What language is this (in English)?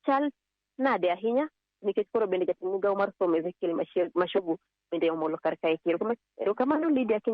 Luo (Kenya and Tanzania)